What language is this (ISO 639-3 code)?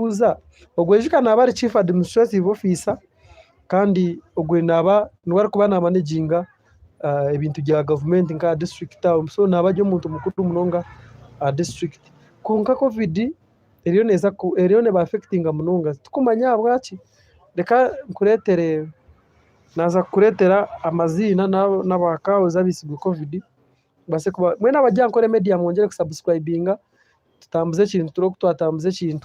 nyn